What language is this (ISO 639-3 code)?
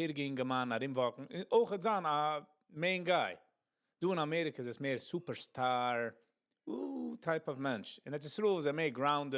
yid